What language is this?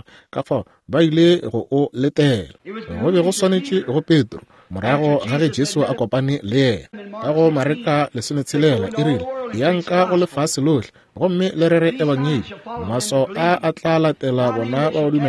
Northern Sotho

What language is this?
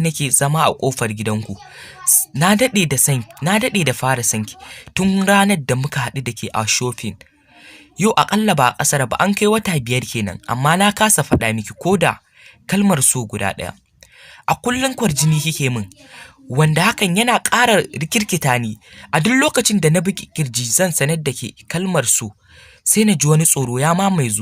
Hausa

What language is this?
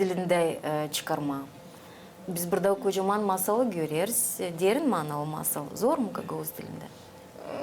Gagauz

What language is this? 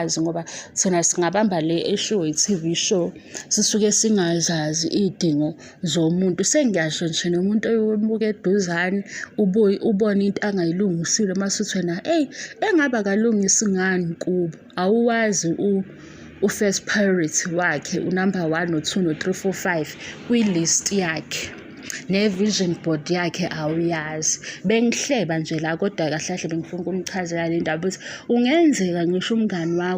Zulu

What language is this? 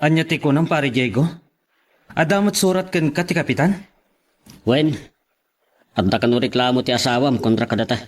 Iloko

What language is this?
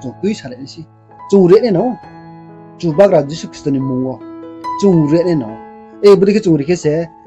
Riang (India)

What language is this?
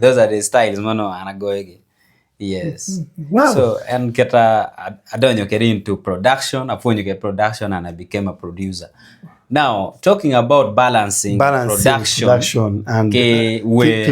Acoli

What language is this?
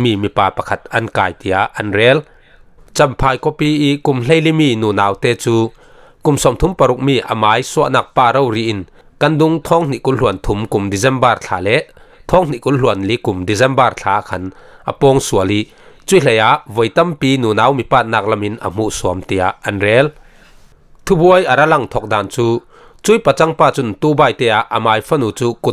Falam Chin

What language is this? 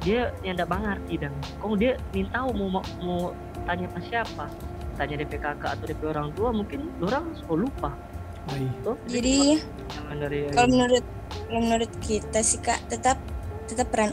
Manado Malay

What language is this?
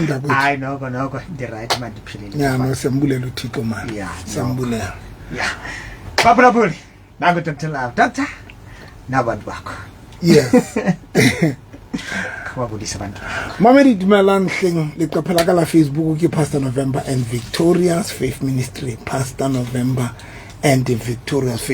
Southern Sotho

